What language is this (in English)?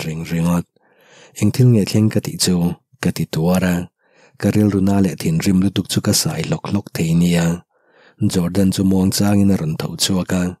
Mizo